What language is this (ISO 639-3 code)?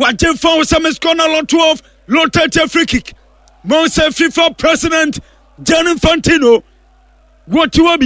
aka